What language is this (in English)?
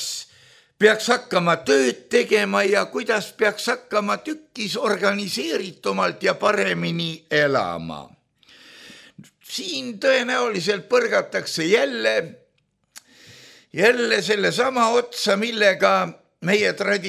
Estonian